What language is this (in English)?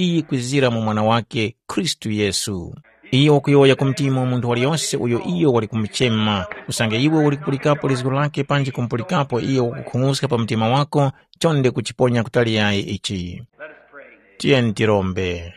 Tumbuka